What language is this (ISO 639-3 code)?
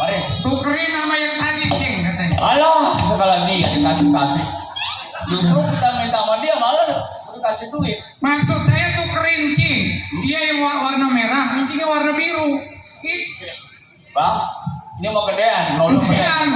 bew